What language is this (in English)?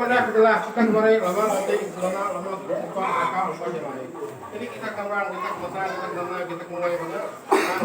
Iban